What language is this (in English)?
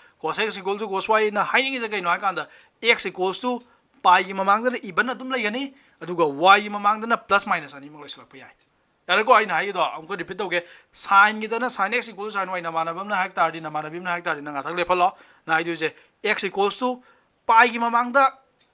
Manipuri